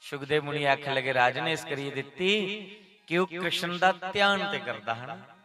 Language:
Dogri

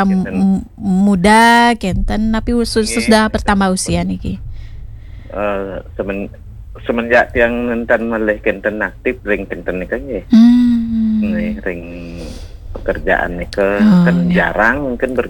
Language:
Balinese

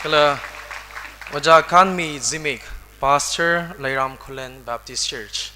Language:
Tangkhul Naga (India)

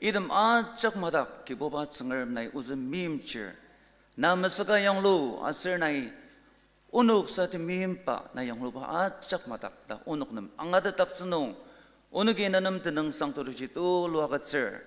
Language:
Ao Naga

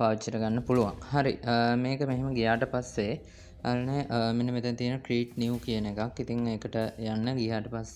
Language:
Sinhala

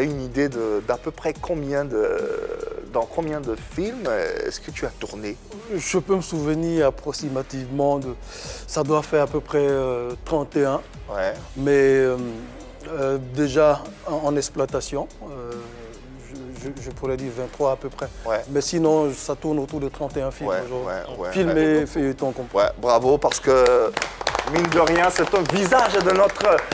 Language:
French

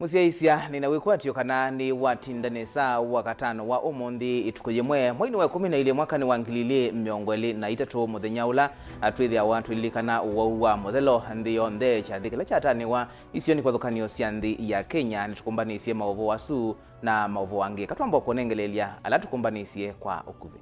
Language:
Kamba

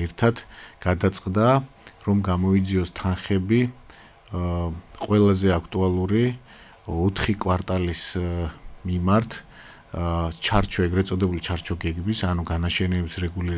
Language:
Georgian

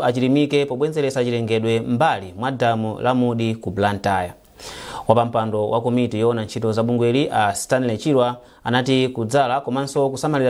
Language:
Nyanja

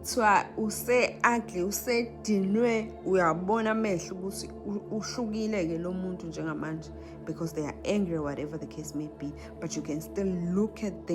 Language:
Zulu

